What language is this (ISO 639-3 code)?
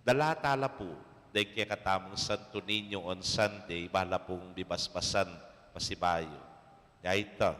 pam